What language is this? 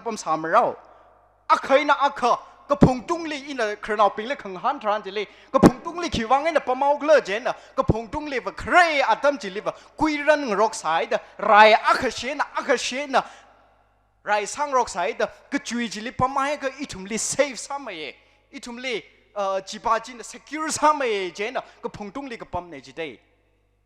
Tangkhul Naga (India)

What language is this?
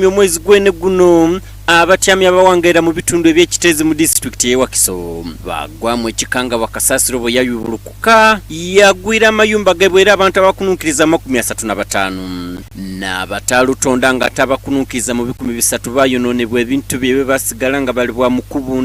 Soga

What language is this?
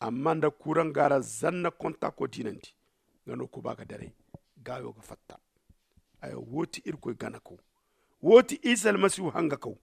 Zarma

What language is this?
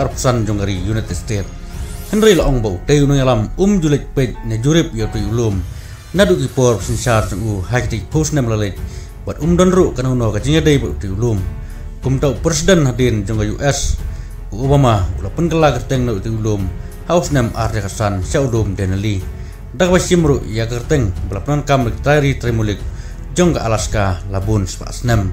Khasi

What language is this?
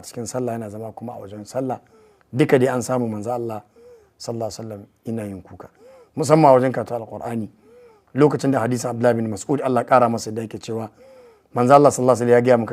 Hausa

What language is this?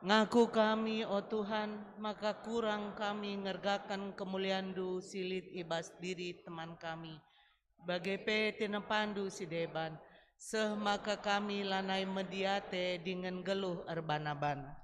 Batak Karo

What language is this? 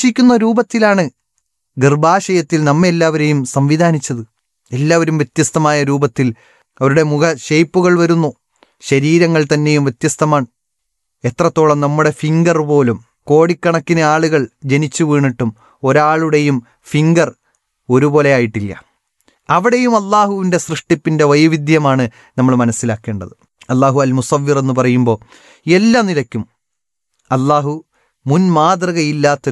Malayalam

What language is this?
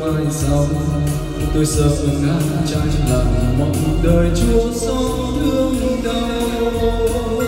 Vietnamese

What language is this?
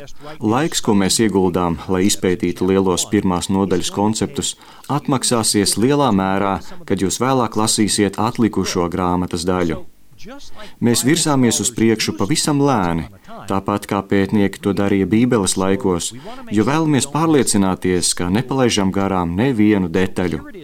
Latvian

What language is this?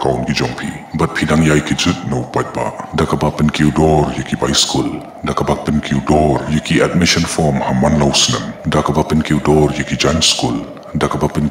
Khasi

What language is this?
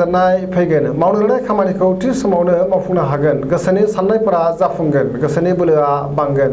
Bodo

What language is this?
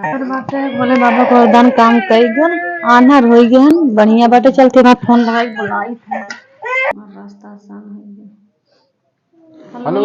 Awadhi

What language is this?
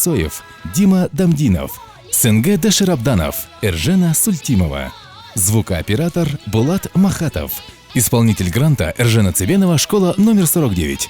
Buriat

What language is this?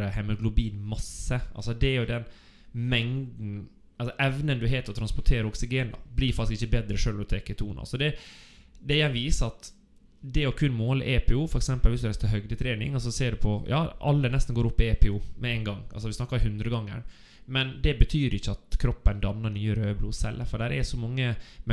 Norwegian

